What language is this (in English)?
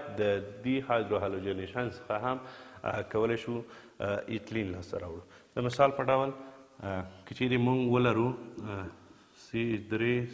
Pashto